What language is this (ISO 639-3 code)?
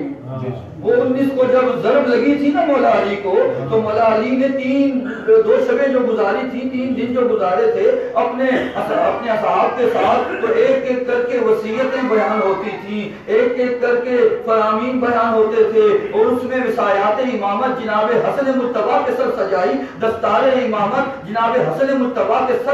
urd